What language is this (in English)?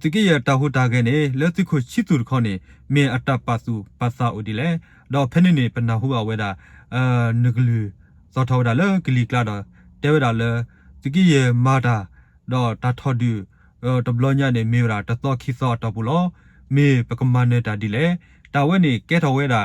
S'gaw Karen